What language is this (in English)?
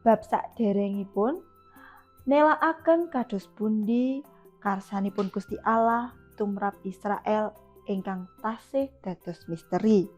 Javanese